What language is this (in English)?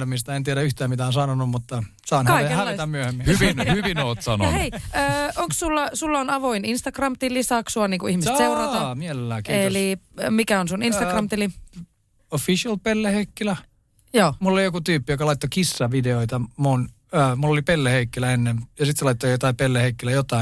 Finnish